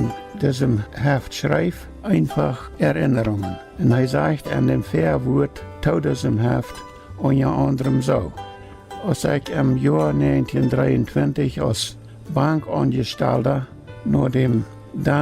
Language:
Plautdietsch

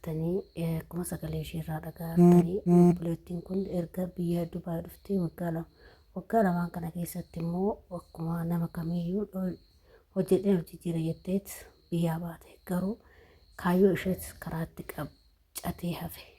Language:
Oromo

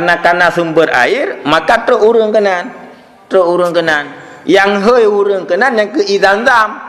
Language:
Achinese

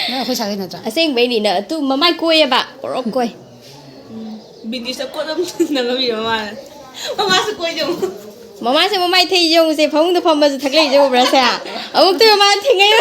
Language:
Manipuri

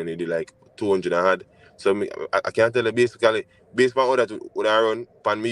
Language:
Jamaican Creole English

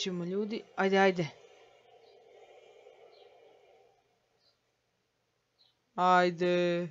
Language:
Croatian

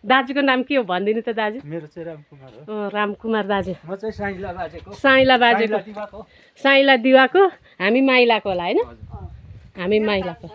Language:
Nepali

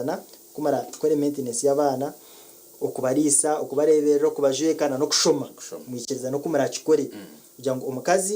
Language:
Nyankole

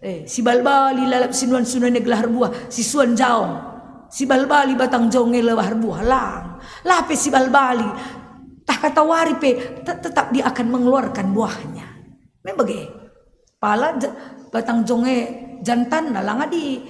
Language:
Batak Karo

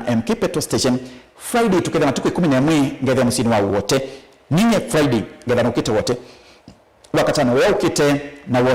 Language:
Kamba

